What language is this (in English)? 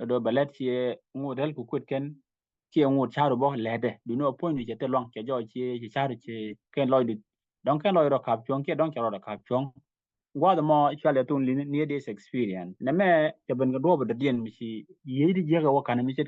Nuer